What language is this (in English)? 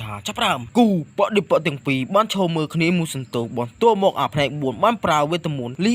Khmer